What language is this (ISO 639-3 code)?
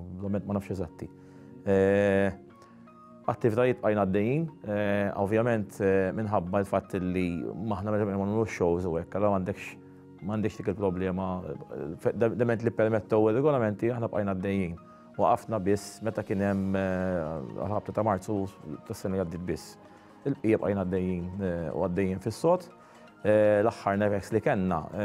mlt